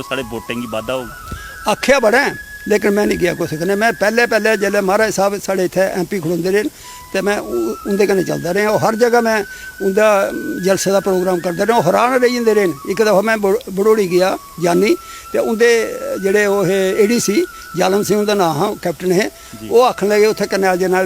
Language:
Dogri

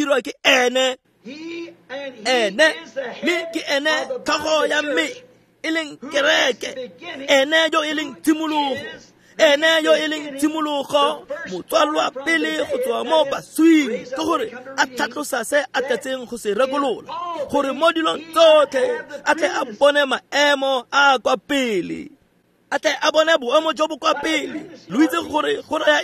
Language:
Tswana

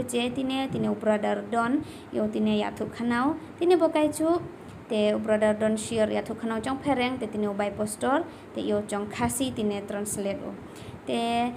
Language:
Khasi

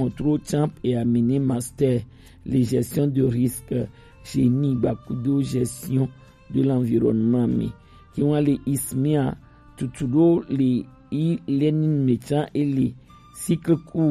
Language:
Gen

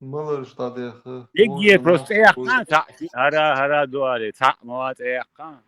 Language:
Chechen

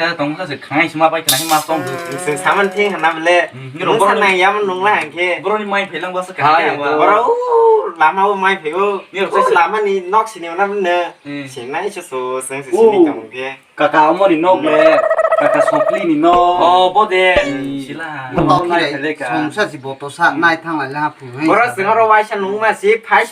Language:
Kok Borok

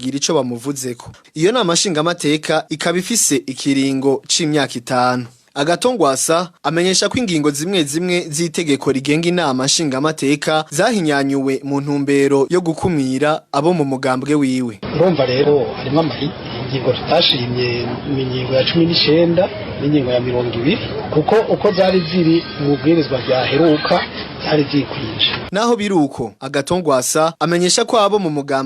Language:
Rundi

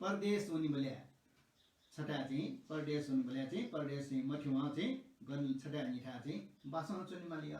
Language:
Newari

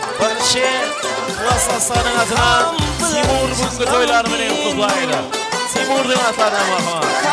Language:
Kara-Kalpak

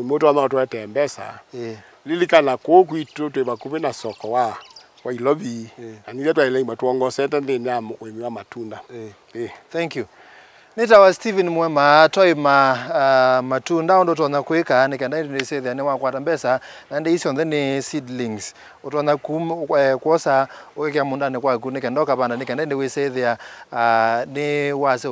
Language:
Kamba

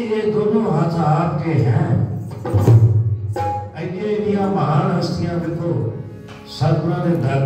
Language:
Punjabi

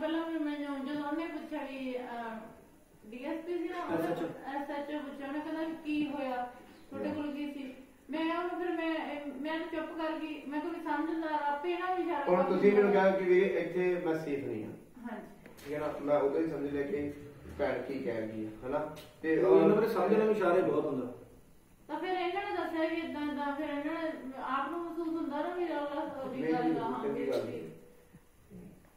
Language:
Punjabi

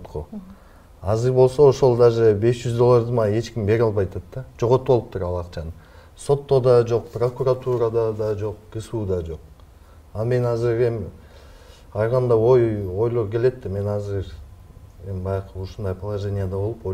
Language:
Kyrgyz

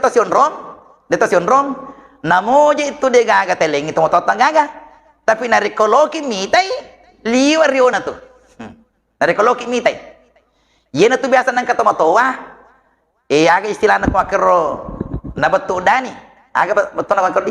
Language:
Buginese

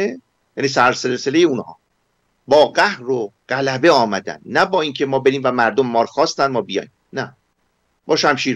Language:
Persian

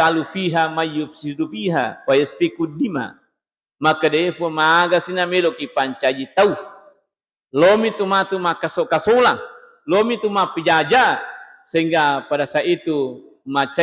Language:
Buginese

